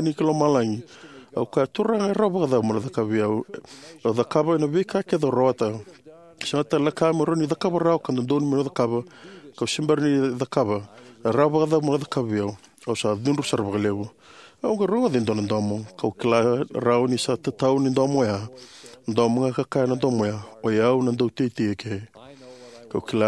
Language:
Fijian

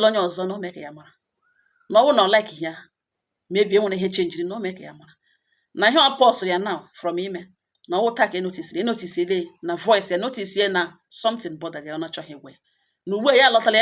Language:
Igbo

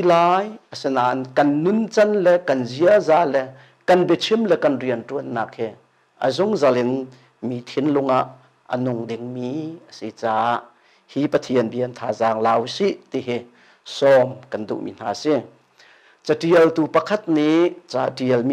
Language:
Hakha Chin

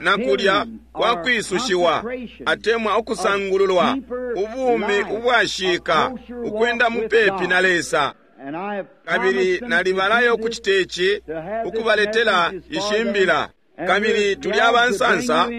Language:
Bemba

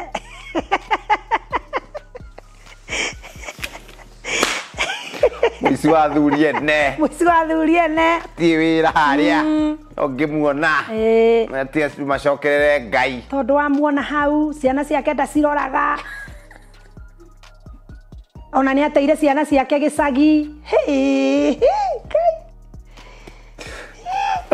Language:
Kikuyu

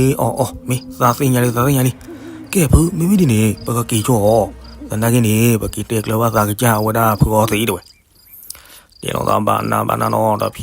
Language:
S'gaw Karen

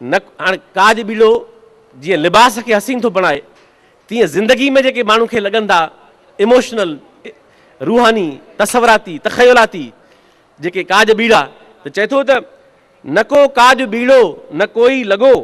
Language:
Sindhi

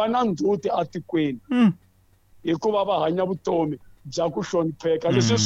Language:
Tsonga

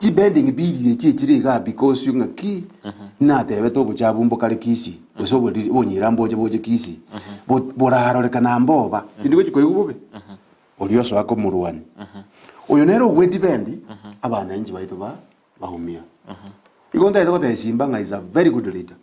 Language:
Gusii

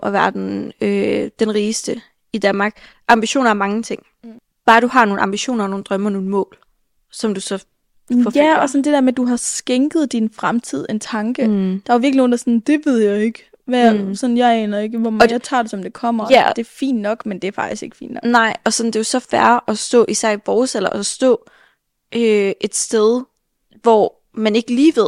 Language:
Danish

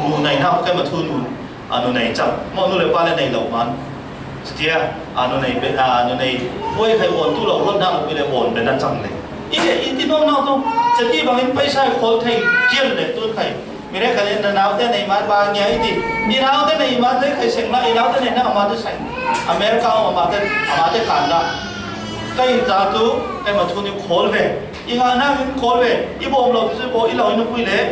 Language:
Falam Chin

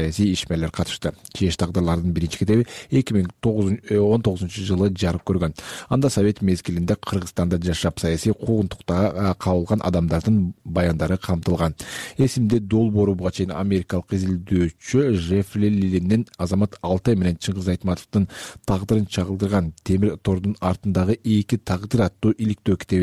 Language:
Kyrgyz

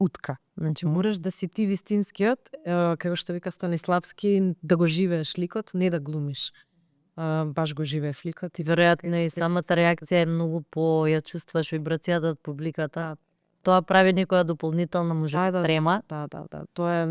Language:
Macedonian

